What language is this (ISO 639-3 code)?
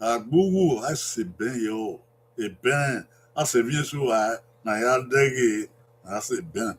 bin